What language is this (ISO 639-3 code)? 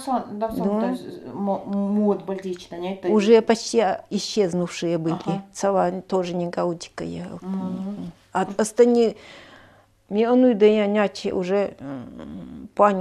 gld